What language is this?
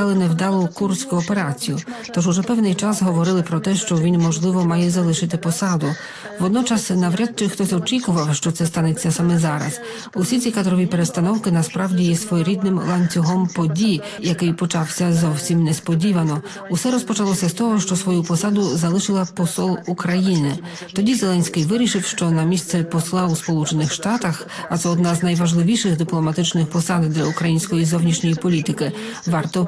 Ukrainian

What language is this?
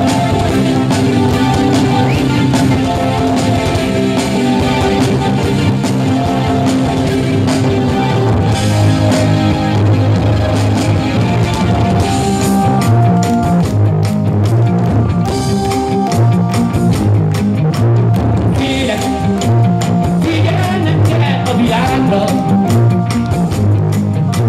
Hungarian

